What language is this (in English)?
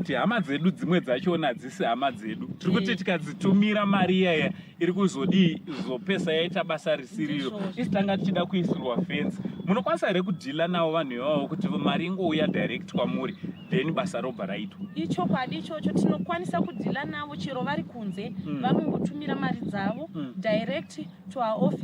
Shona